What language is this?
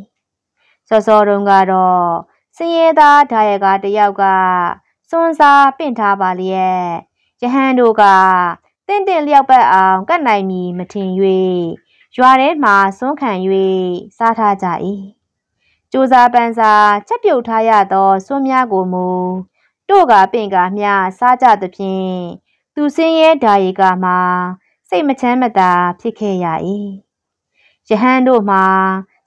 Burmese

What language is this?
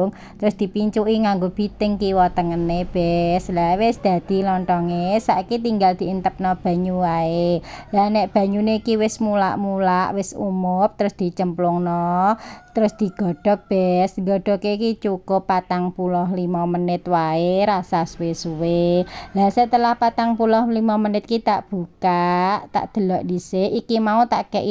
Javanese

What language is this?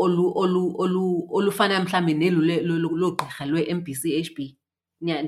Xhosa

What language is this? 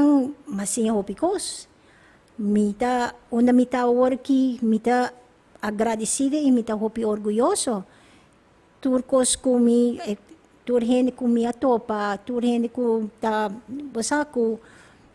Papiamento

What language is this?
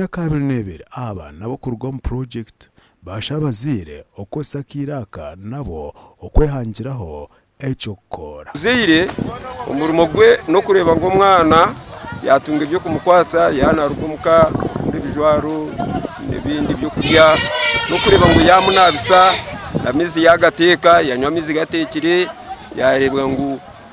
Nyankole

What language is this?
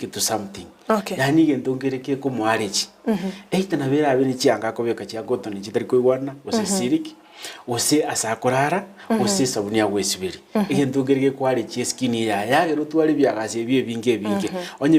Gusii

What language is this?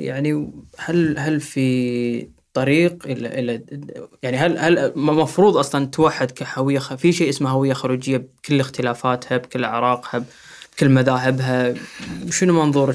Gulf Arabic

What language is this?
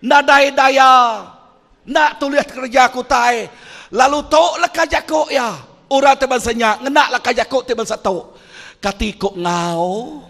Iban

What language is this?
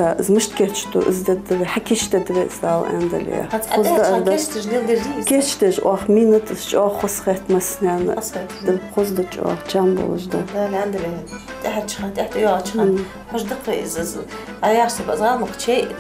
Ingush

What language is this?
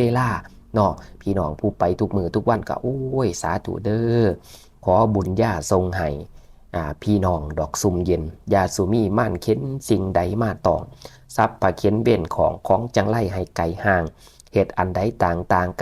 Northeastern Thai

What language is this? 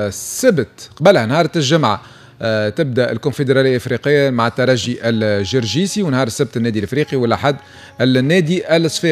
Tunisian Arabic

